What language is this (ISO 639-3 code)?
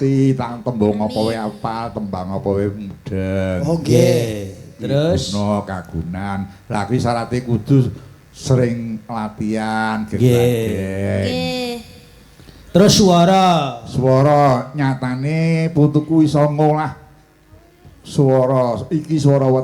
jav